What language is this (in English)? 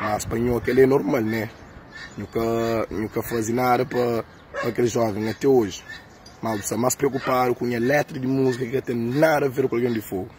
Kabuverdianu